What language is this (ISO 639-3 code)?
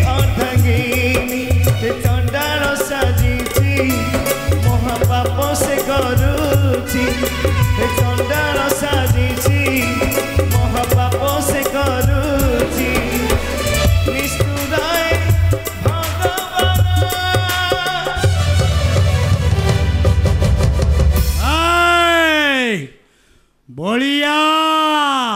hin